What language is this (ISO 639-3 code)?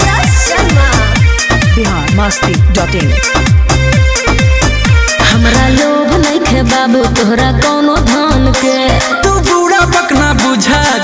bho